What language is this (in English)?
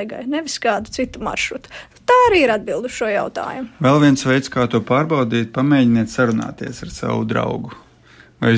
Latvian